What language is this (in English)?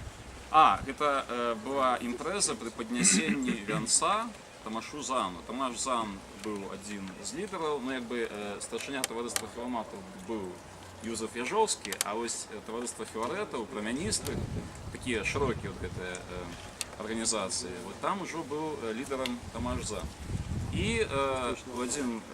Belarusian